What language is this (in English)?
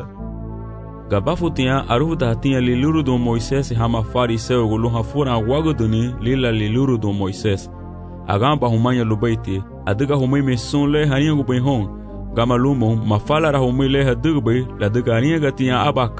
Garifuna